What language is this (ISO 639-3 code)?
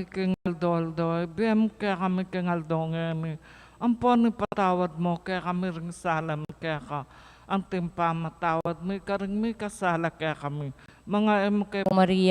pam